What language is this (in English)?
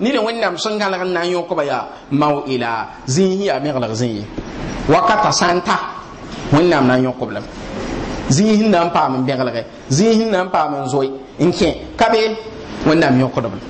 Mossi